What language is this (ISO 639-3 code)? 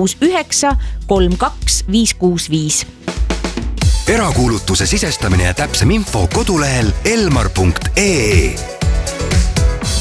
est